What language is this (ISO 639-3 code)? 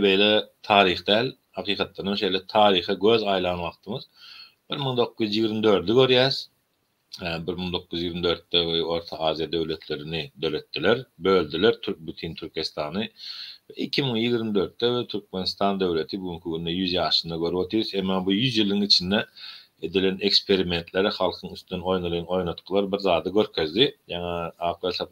tuk